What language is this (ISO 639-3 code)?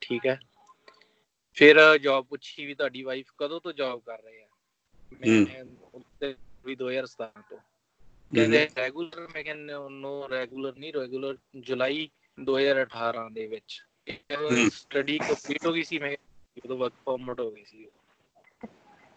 pan